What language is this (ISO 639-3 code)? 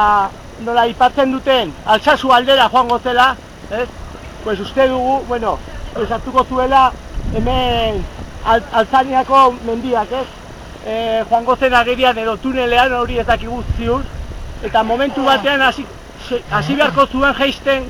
eus